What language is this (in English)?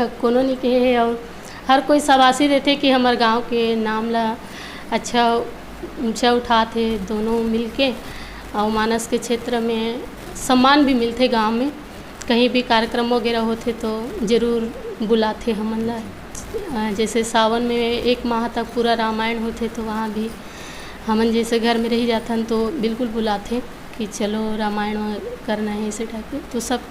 Chhattisgarhi